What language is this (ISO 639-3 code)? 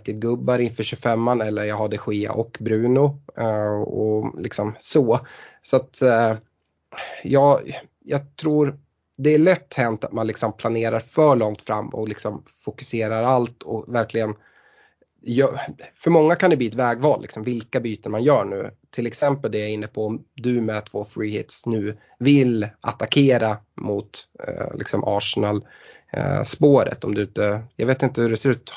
swe